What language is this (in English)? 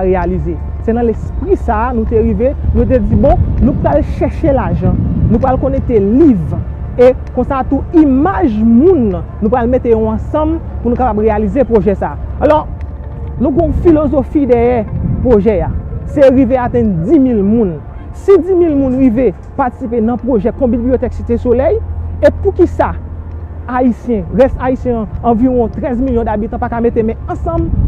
Haitian Creole